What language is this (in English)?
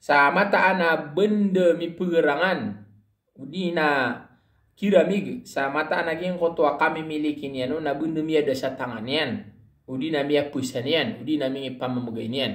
Maranao